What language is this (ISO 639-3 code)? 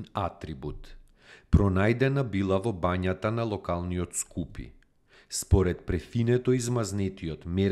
mkd